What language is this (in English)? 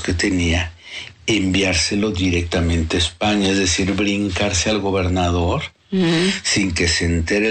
Spanish